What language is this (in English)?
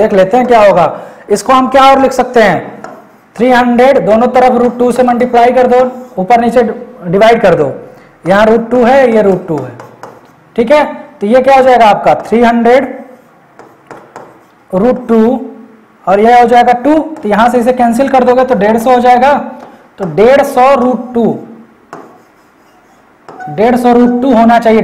Hindi